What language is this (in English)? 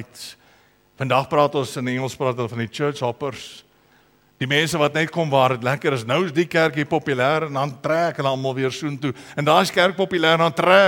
Afrikaans